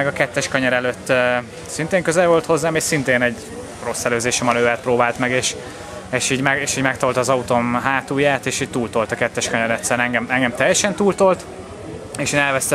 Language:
Hungarian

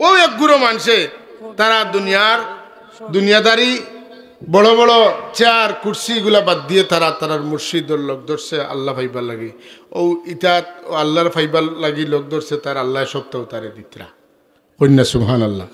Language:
Sylheti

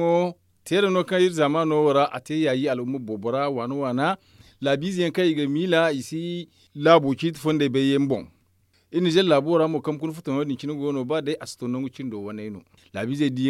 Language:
Zarma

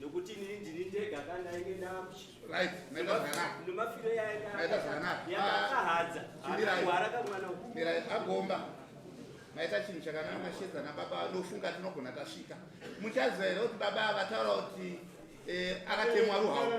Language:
Shona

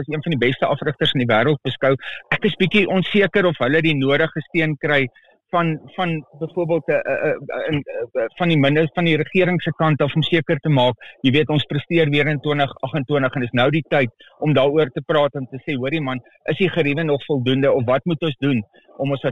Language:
Afrikaans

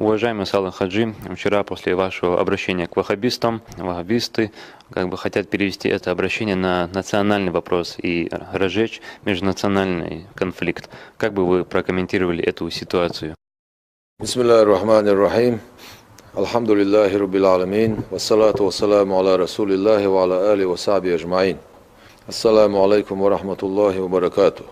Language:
Chechen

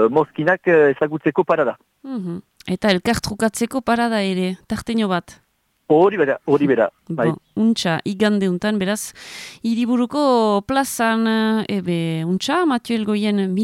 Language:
Basque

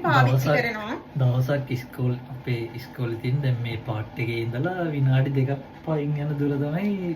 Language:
Sinhala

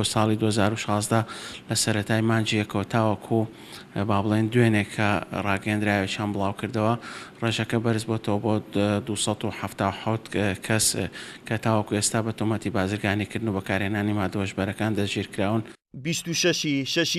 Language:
Central Kurdish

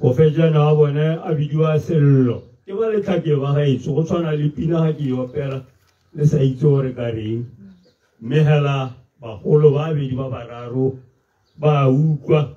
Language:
Tswana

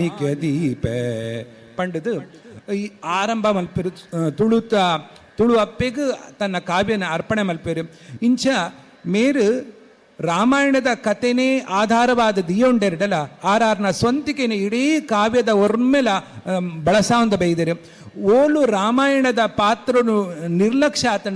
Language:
Tulu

